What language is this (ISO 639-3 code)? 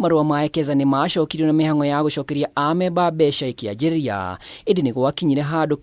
kik